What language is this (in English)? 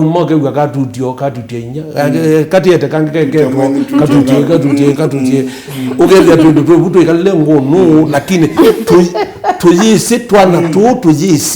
Kamba